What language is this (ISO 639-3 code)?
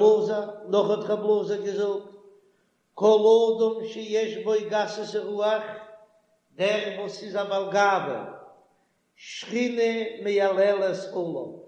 yid